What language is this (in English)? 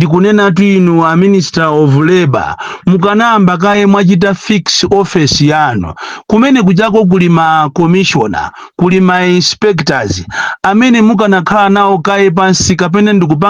Nyanja